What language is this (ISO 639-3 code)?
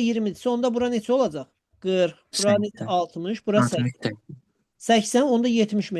aze